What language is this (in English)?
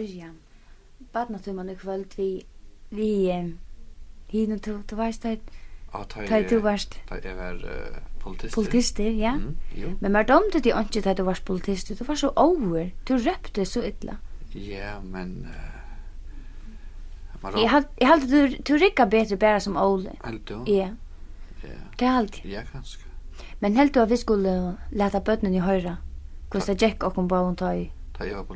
Faroese